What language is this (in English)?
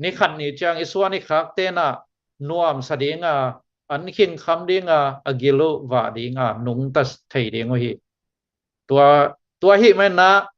Tedim Chin